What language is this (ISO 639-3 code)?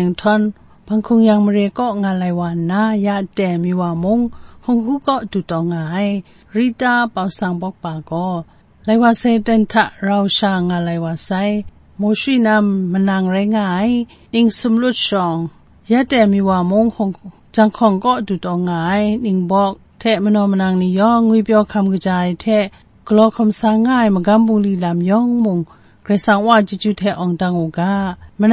kac